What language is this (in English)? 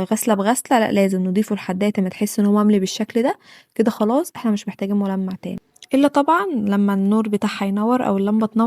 Egyptian Arabic